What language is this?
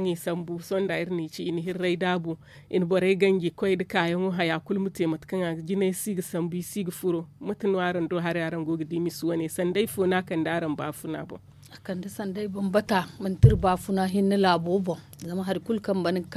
Zarma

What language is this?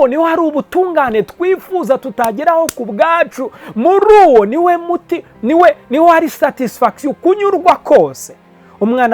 Kinyarwanda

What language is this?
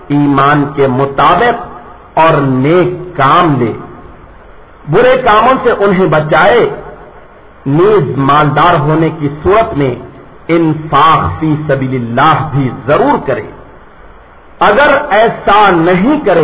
Urdu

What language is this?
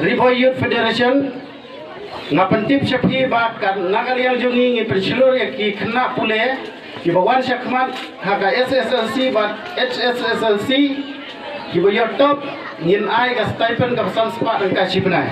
Khasi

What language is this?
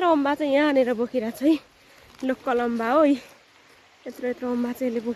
Nepali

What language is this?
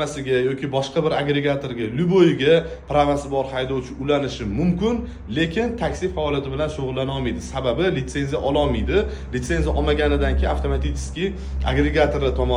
Uzbek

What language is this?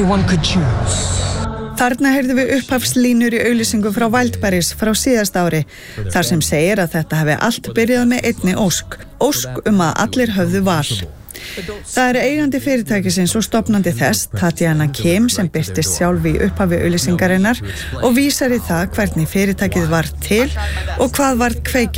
Icelandic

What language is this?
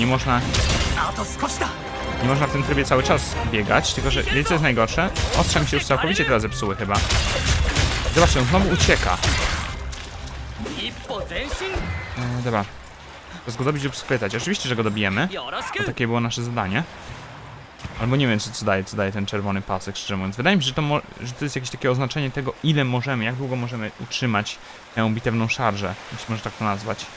Polish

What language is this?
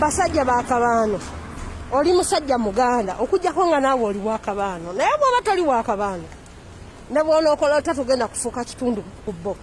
Ganda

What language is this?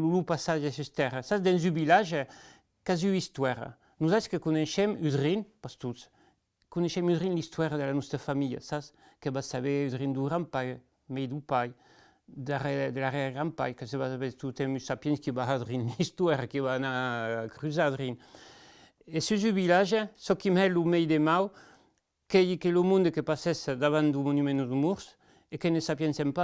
Occitan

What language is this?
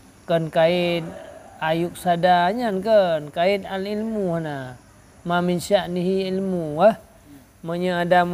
Achinese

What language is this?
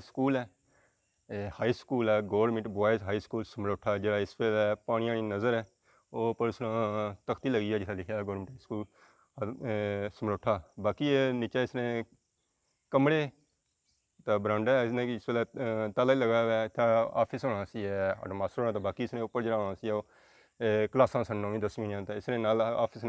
Pahari-Potwari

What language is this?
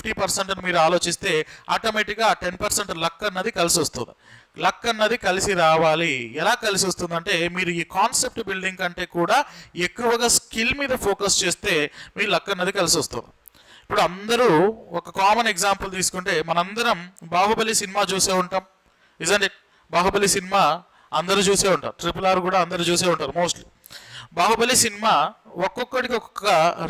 Telugu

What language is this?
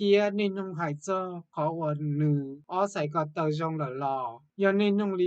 Hmong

